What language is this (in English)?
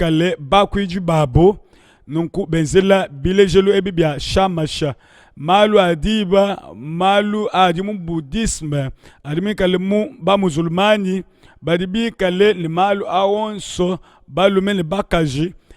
Luba-Lulua